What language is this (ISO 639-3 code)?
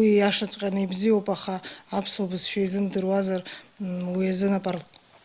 abk